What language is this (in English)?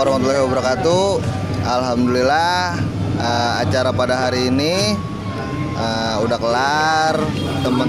Betawi